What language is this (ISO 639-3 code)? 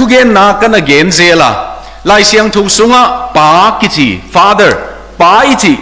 ctd